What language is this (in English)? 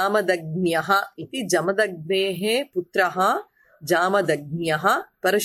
Sanskrit